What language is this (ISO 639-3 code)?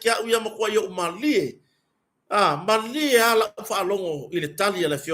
smo